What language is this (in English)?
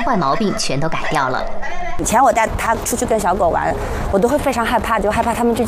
Chinese